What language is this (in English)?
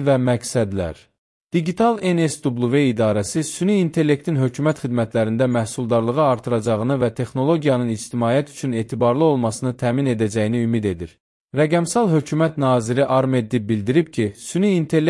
Azerbaijani